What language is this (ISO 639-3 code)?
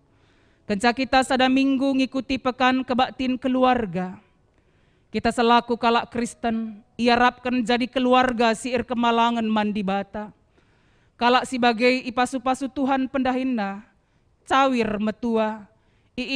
btx